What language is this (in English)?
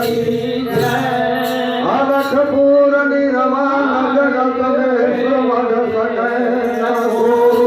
Maithili